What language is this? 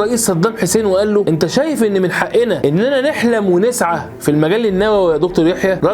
Egyptian Arabic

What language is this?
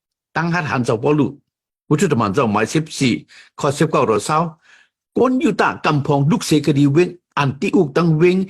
Shan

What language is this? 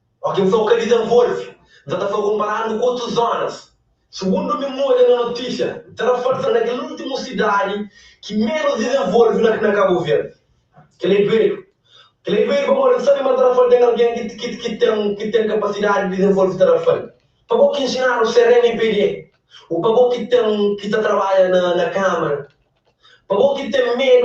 Kabuverdianu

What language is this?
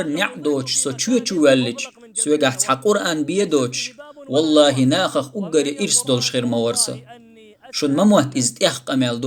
Chechen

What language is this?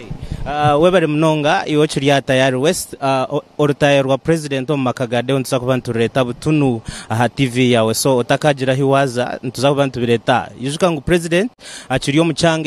Nyankole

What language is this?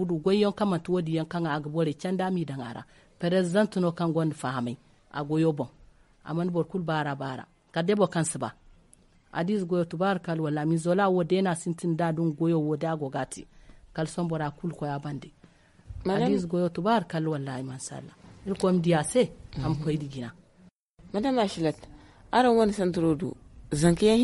Zarma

